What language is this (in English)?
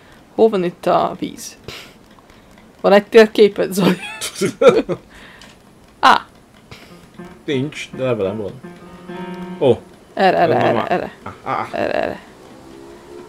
Hungarian